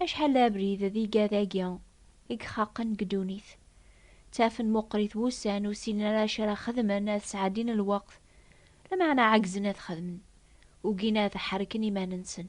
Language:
Kabyle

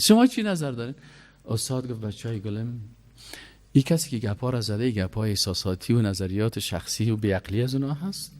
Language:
Persian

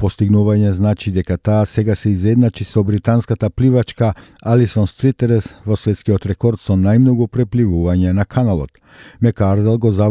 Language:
Macedonian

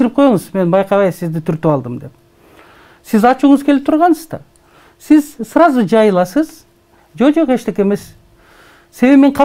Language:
Kyrgyz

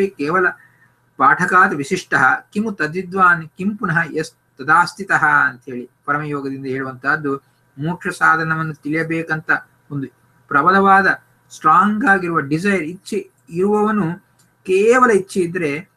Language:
Kannada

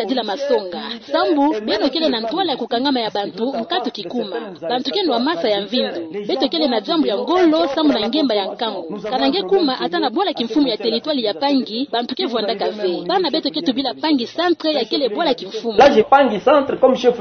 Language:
Kituba (Democratic Republic of Congo)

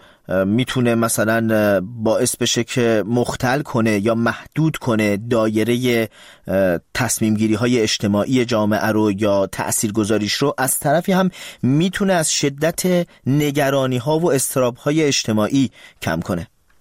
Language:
Persian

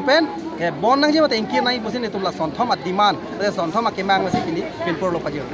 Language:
Karbi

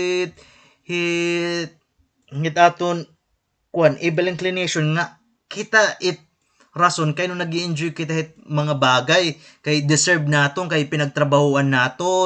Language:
Waray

